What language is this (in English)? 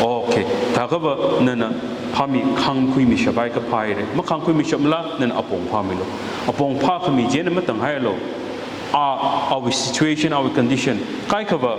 Tangkhul Naga (India)